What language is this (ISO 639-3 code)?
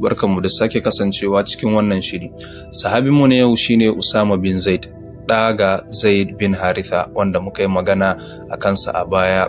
hau